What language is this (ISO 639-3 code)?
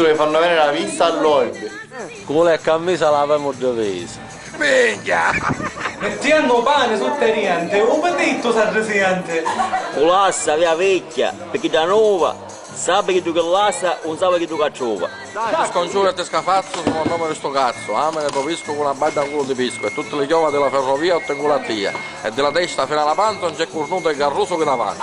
scn